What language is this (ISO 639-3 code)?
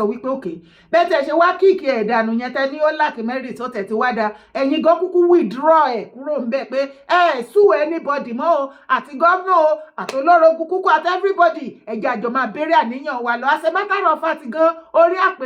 yor